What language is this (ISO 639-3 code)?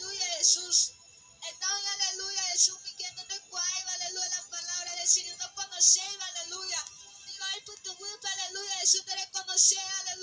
grn